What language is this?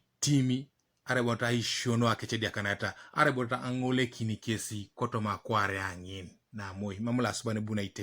Teso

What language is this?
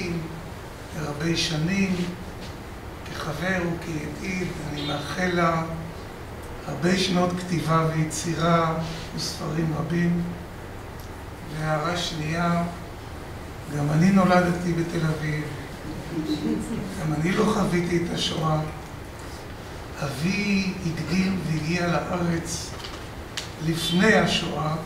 Hebrew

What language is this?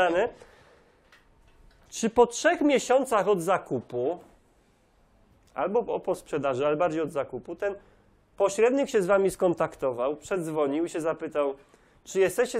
Polish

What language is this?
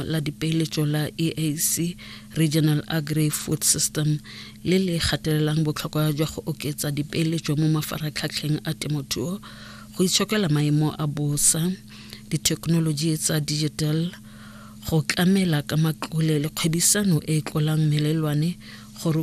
Tswana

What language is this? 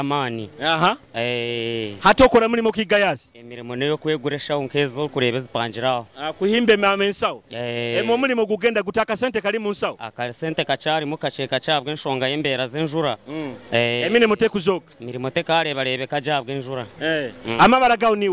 Nyoro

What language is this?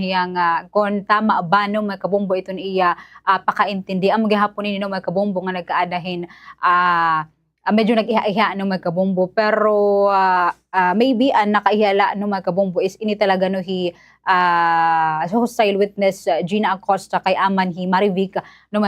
Waray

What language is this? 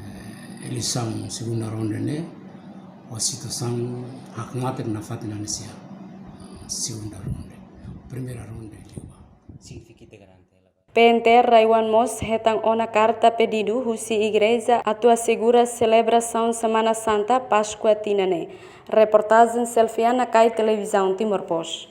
Tetum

